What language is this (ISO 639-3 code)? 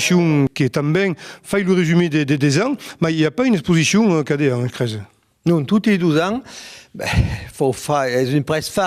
oci